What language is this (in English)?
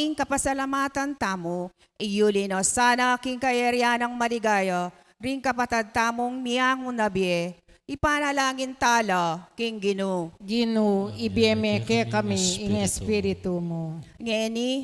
Pampanga